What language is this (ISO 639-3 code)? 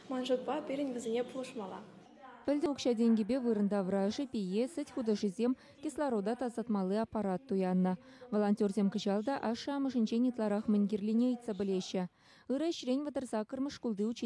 chv